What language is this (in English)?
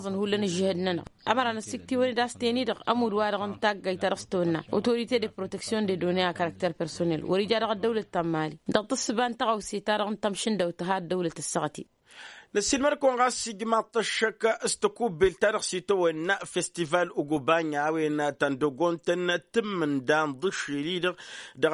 Tamasheq